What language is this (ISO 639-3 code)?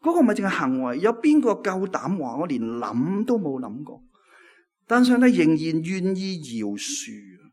yue